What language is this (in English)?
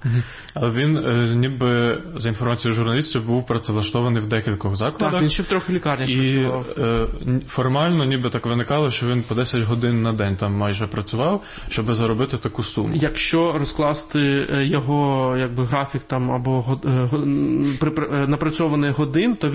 Ukrainian